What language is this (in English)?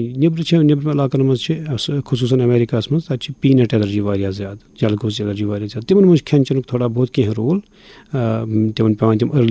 Kashmiri